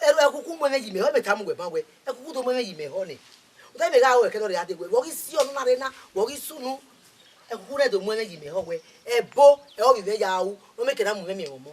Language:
Bini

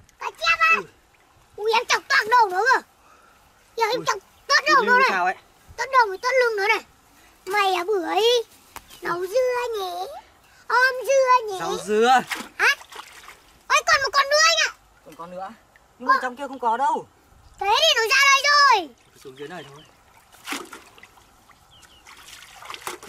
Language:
Vietnamese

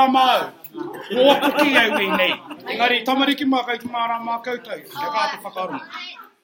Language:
Māori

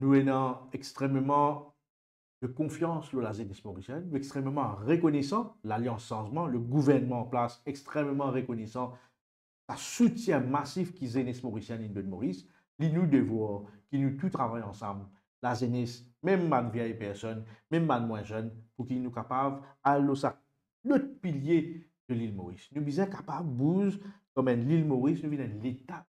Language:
Morisyen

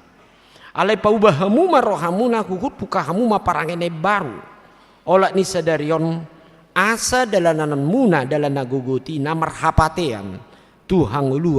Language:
Batak Toba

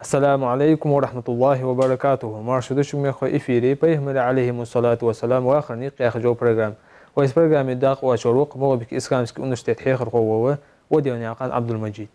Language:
Ingush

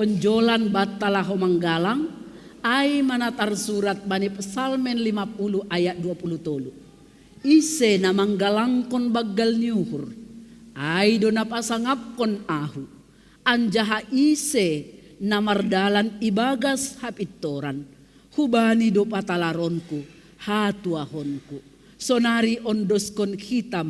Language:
Batak Simalungun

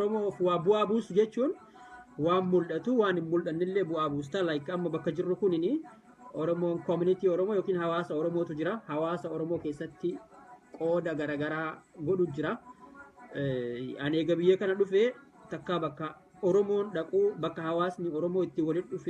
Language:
Oromo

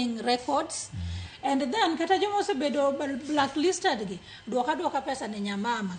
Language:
Luo (Kenya and Tanzania)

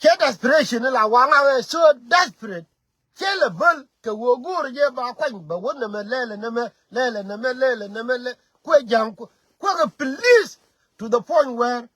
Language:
Nuer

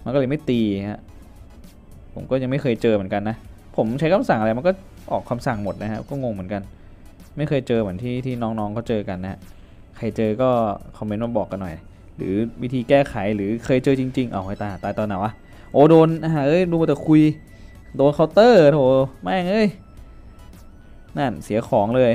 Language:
Thai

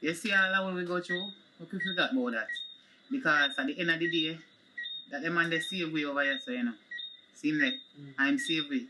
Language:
Jamaican Creole English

